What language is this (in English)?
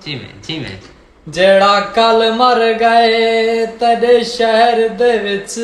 Saraiki